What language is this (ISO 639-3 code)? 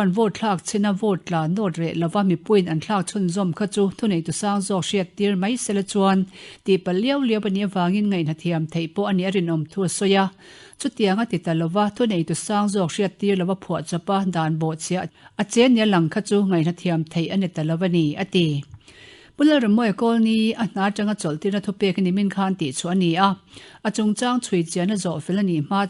lus